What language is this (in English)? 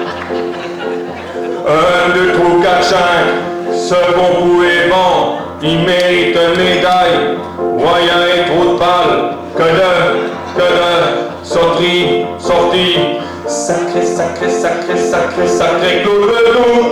Picard